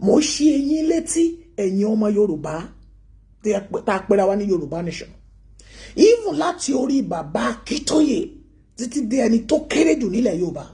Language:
Yoruba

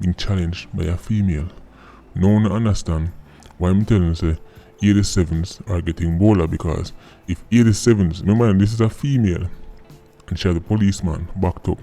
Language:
Jamaican Creole English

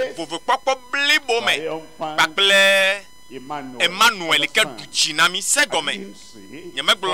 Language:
Ewe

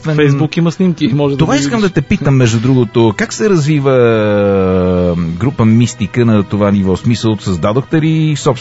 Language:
Bulgarian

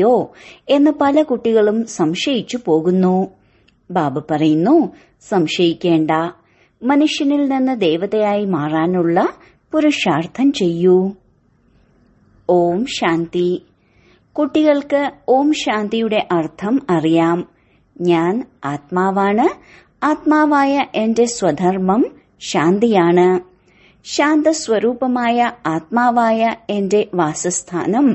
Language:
Malayalam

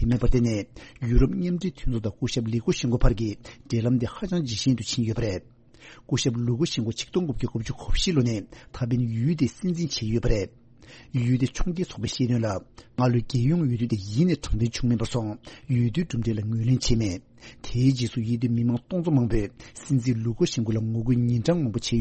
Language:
Tibetan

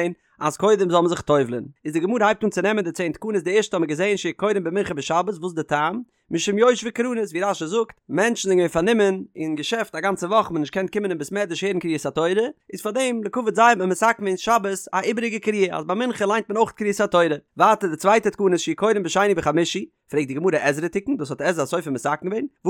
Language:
Yiddish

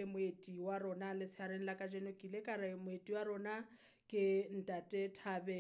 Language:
Southern Sotho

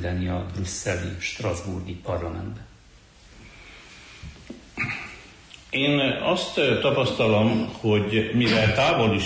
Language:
Hungarian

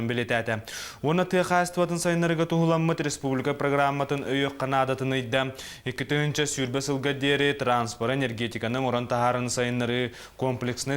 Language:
Yakut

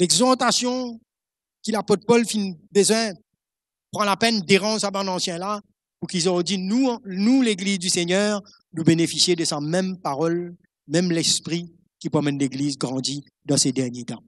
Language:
Morisyen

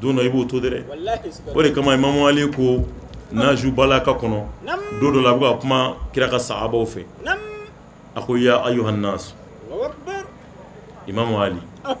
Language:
Bambara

